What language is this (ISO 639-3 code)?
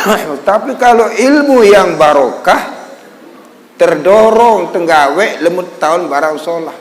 sas